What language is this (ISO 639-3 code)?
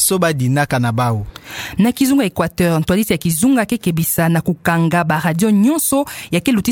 ktu